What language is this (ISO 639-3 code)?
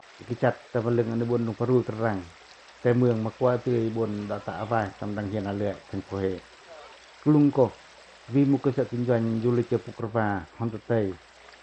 pac